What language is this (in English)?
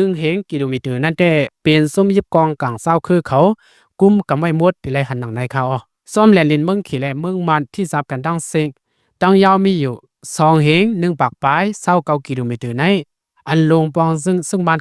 Shan